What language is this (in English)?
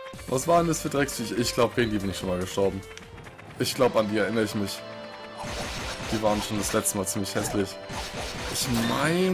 German